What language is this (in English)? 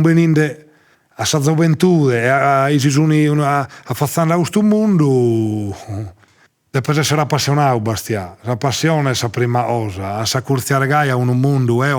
Sardinian